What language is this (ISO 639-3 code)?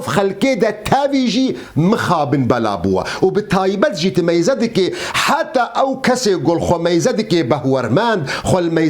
kur